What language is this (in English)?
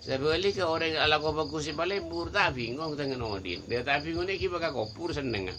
Madurese